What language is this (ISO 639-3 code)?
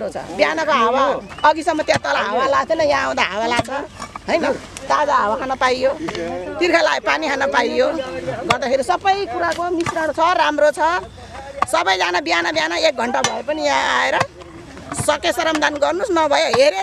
nep